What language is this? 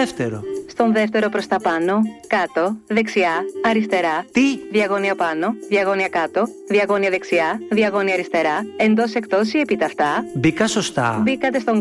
Greek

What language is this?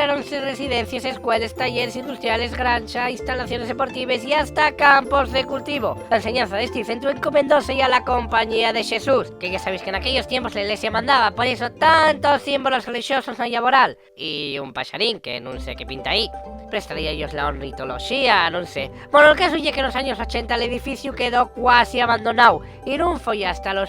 Asturian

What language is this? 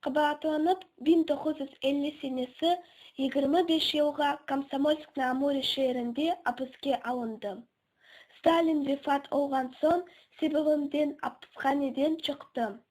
Crimean Tatar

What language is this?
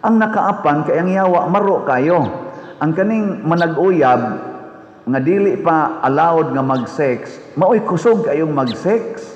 Cebuano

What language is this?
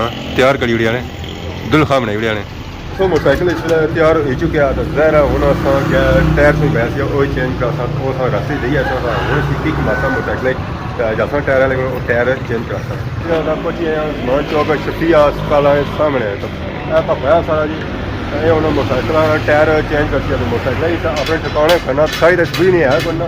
Pahari-Potwari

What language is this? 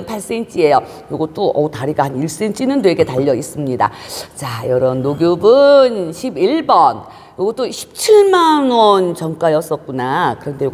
Korean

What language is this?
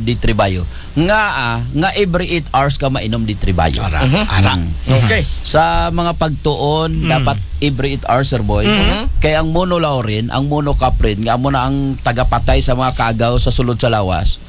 Aklanon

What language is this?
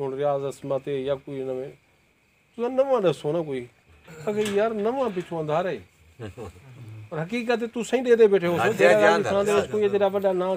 Saraiki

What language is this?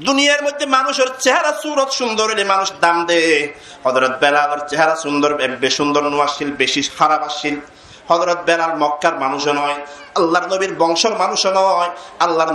Rohingya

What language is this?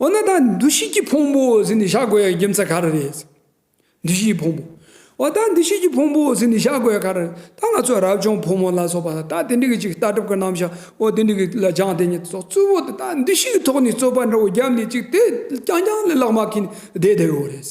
Tibetan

